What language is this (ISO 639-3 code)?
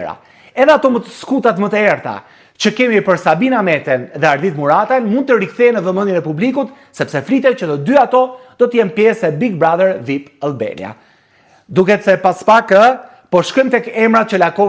sqi